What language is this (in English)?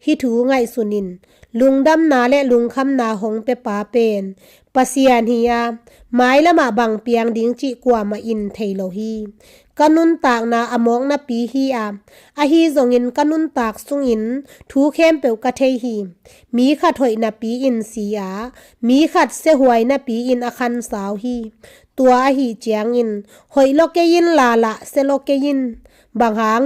Tedim Chin